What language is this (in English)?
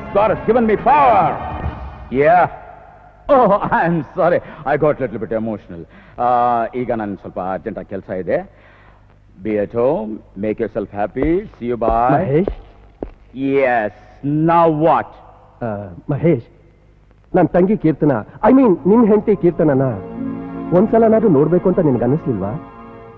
Kannada